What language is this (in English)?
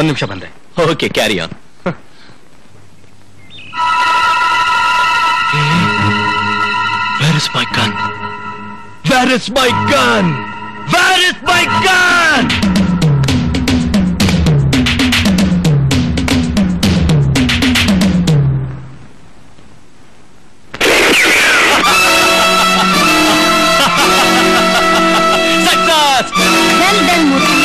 Kannada